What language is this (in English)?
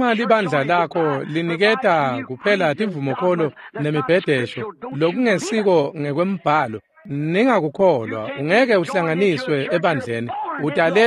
Swati